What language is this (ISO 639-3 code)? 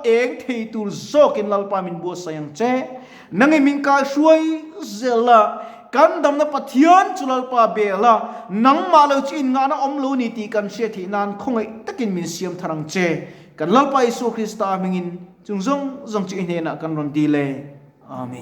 lus